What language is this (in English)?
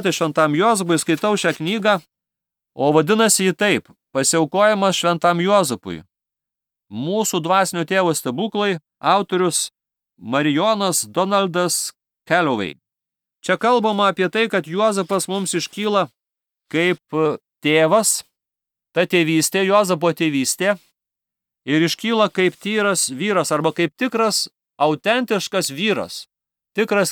Lithuanian